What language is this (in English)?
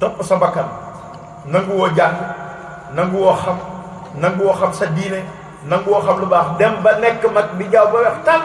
Wolof